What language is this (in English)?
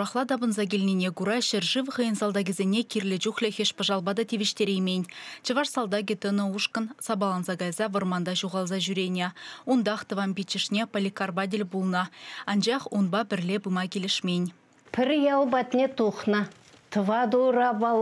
Chuvash